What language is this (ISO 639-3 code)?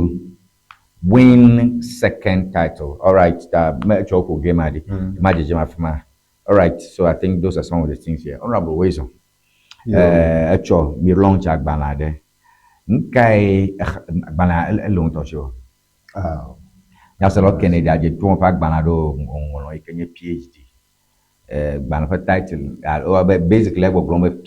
ewe